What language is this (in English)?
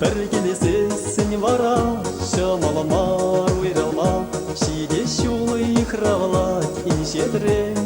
Chuvash